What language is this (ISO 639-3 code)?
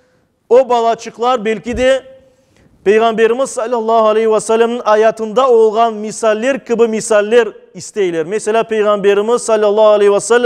crh